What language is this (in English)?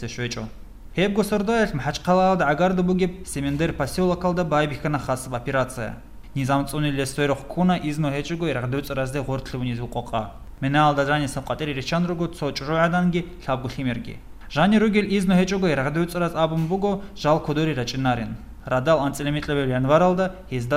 Avaric